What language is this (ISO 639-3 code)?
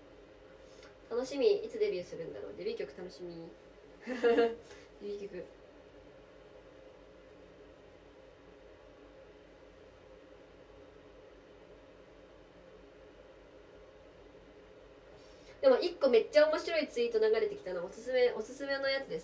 jpn